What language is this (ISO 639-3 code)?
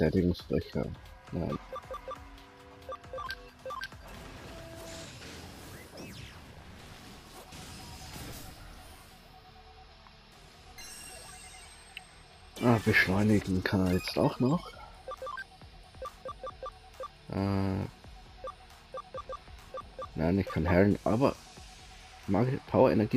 deu